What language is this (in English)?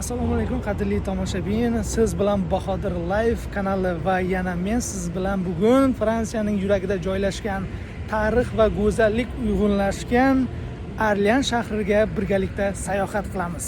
Uzbek